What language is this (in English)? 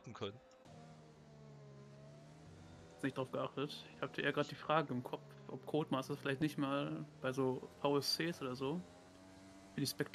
German